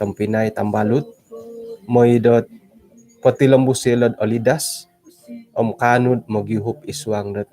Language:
Central Dusun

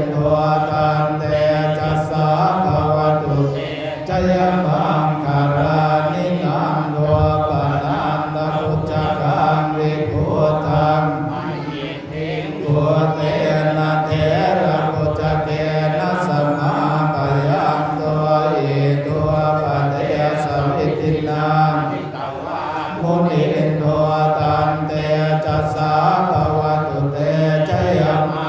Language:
Pali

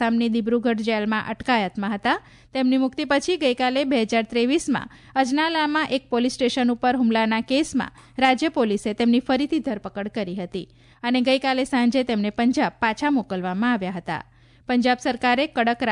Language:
Gujarati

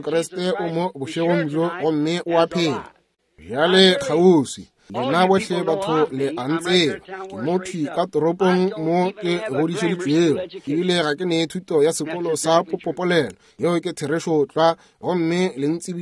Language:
Northern Sotho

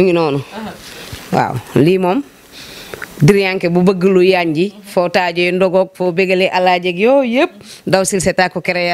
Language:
Wolof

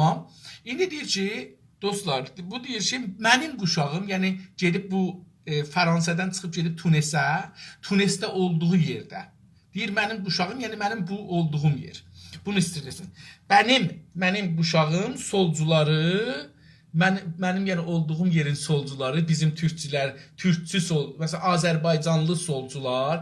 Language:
South Azerbaijani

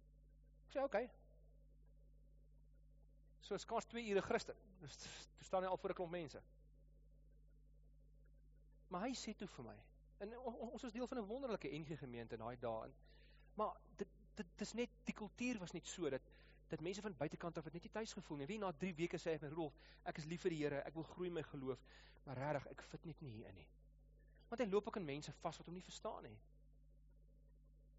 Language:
Afrikaans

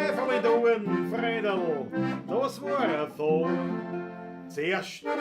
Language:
Bavarian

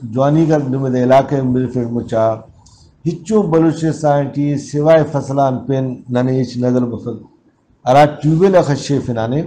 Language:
Brahui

